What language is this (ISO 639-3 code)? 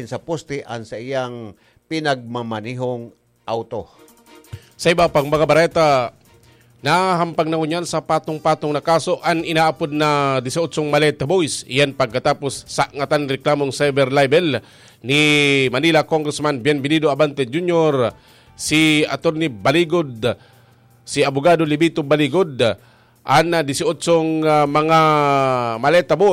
bik